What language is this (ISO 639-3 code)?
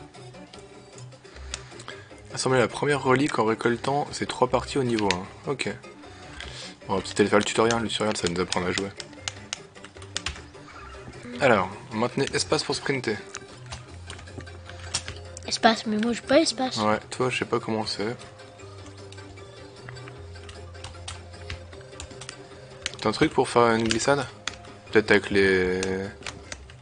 fra